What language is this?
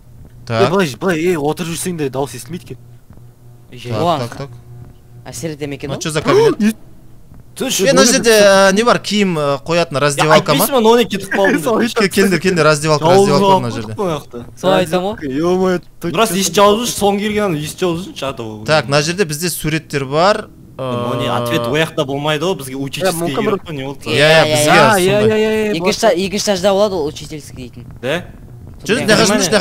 Kazakh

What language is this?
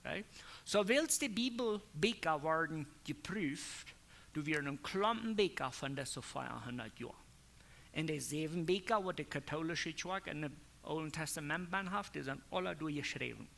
Plautdietsch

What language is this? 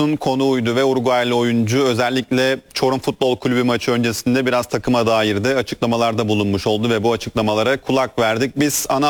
Turkish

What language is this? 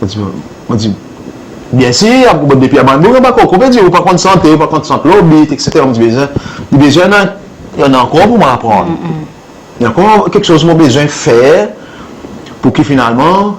Seselwa Creole French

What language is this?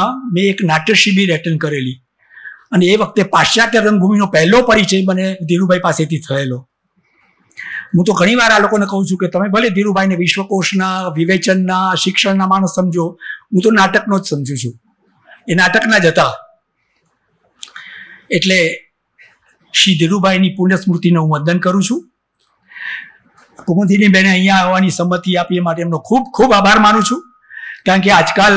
Gujarati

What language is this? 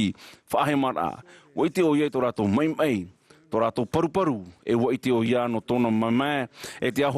Tahitian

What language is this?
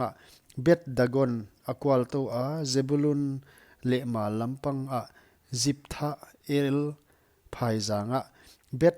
Paite Chin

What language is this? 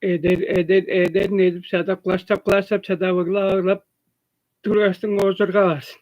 Tuvinian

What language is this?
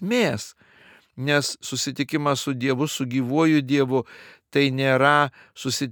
Lithuanian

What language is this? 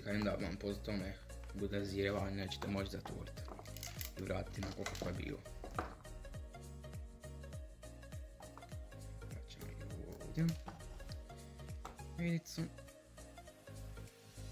Croatian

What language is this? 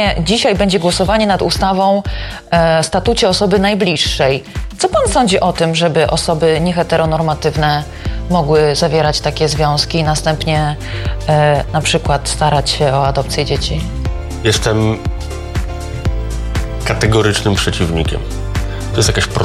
Polish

